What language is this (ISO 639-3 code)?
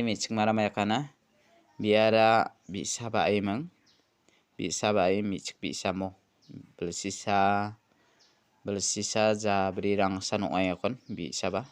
grt